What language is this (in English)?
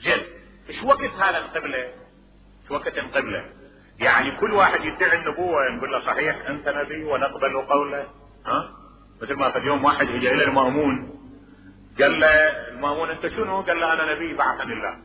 Mesopotamian Arabic